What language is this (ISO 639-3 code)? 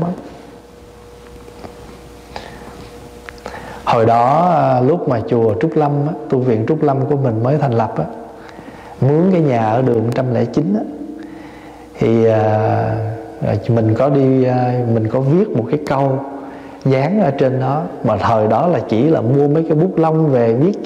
vie